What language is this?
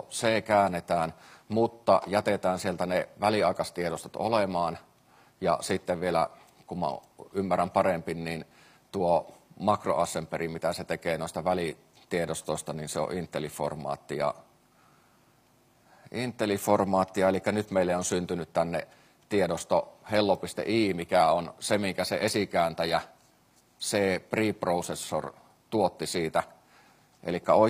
Finnish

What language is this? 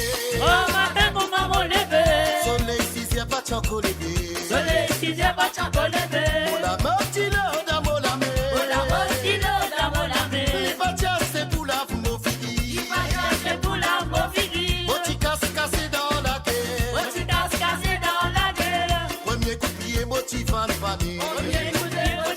Morisyen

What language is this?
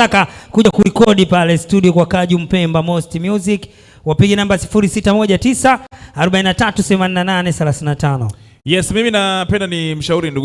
Swahili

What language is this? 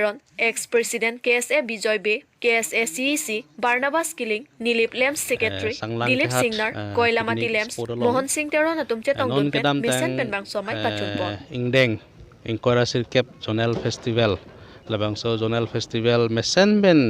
Karbi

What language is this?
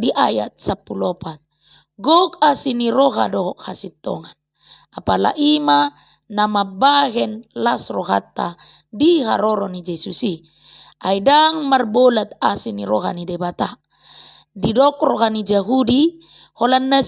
Batak Toba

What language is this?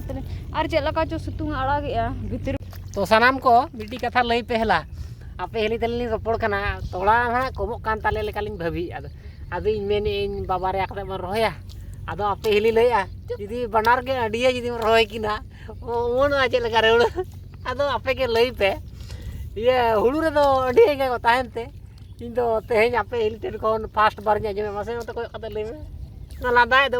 Santali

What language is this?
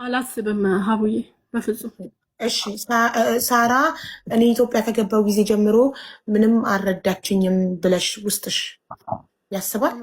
Amharic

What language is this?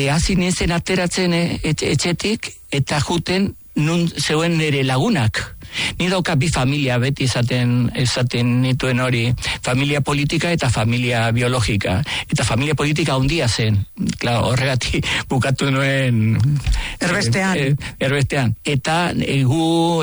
Basque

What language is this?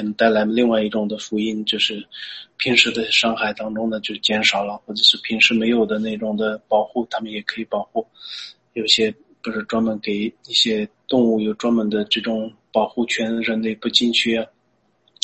Chinese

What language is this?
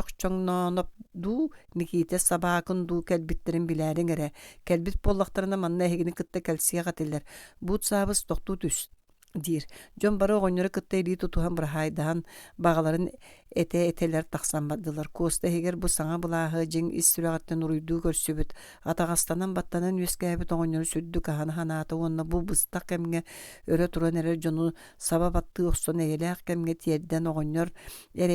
Yakut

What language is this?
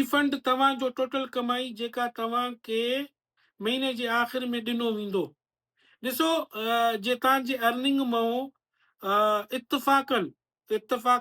Sindhi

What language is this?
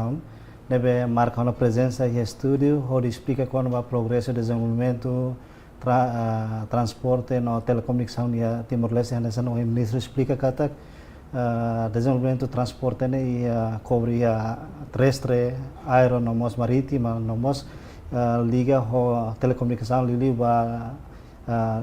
Tetum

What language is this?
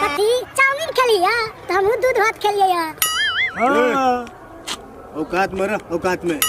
Maithili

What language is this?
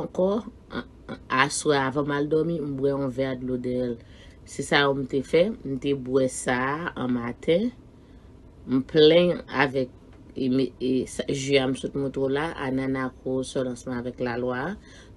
Haitian Creole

